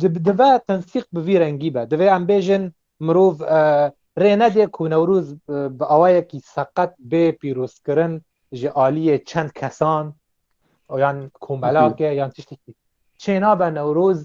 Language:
Kurdish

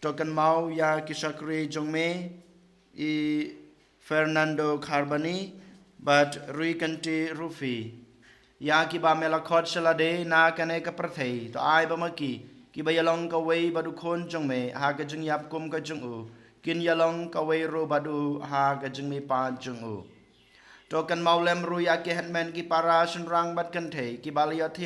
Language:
Khasi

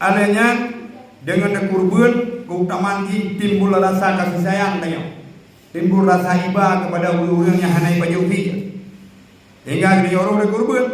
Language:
Achinese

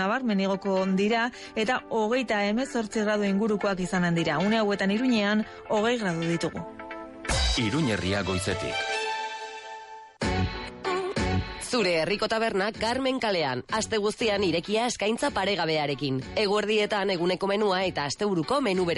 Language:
Basque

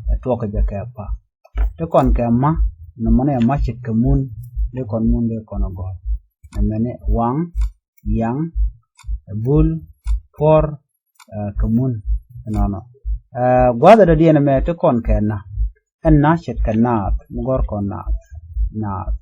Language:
Nuer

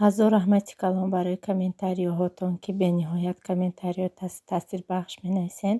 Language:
Tajik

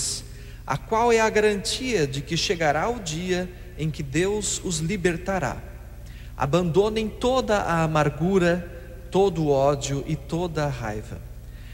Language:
Portuguese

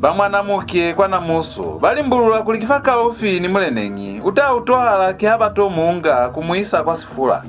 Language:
Lozi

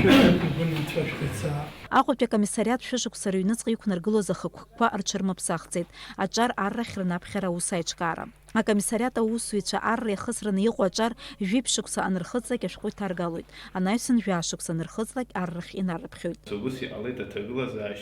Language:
Abkhazian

